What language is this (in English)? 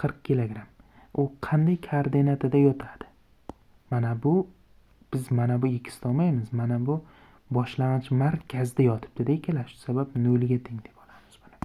Uzbek